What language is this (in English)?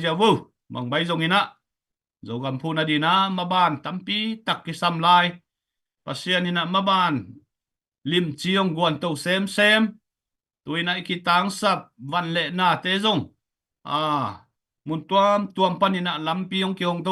Tedim Chin